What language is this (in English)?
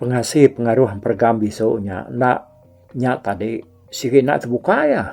Iban